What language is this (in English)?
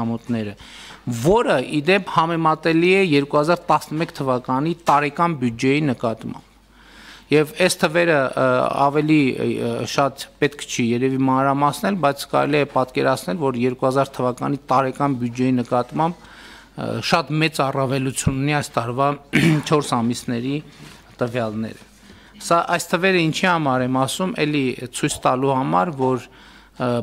Armenian